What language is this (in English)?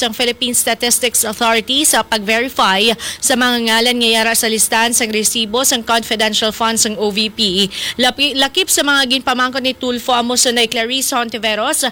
Hiligaynon